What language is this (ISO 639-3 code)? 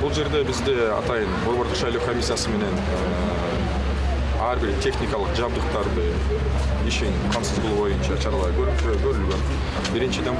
kir